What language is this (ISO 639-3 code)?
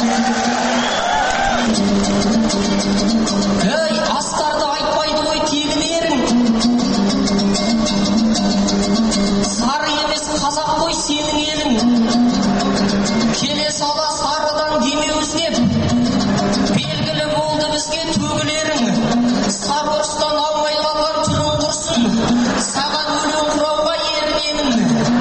kaz